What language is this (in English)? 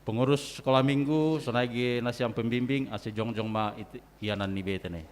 Batak Simalungun